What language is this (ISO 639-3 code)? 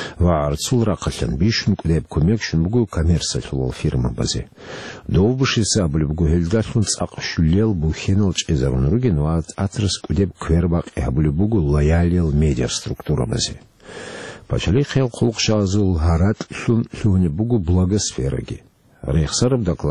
ava